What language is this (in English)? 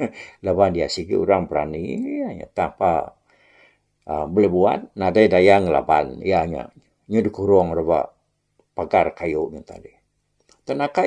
Iban